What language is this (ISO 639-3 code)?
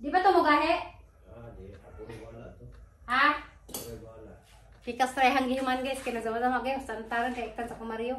ceb